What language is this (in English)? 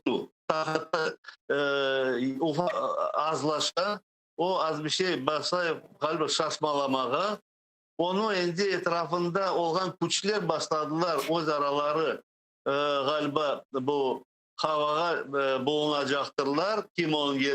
Crimean Tatar